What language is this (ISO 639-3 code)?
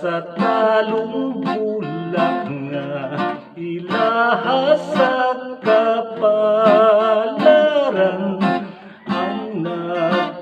hil